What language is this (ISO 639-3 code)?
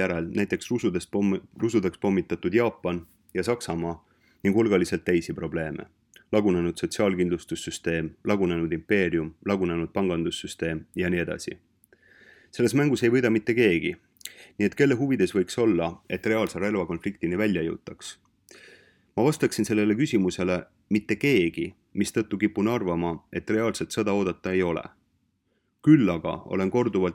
est